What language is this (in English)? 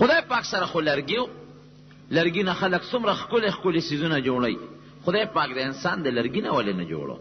Pashto